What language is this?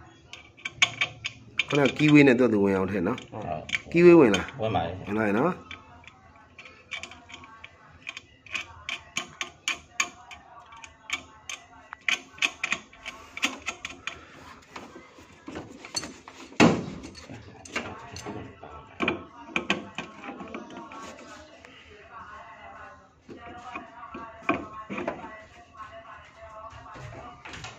Burmese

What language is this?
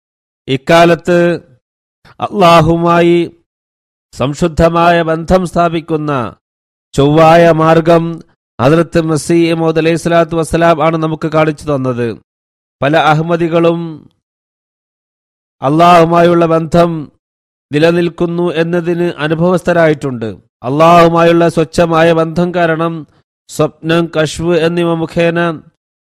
Malayalam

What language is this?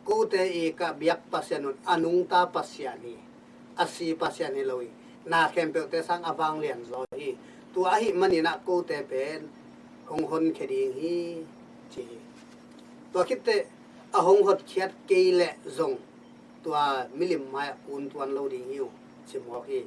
Tedim Chin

